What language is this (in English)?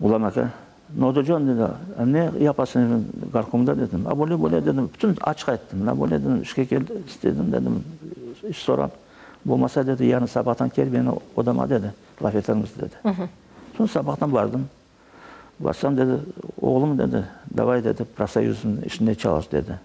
Crimean Tatar